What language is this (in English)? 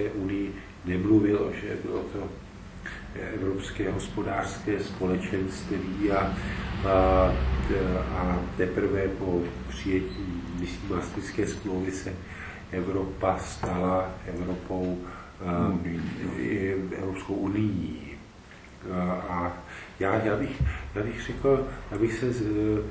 Czech